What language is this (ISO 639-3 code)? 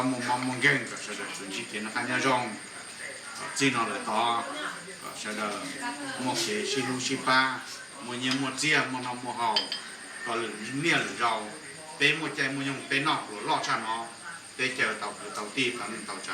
hmn